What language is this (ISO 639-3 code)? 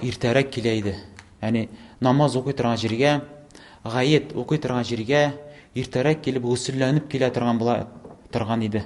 tat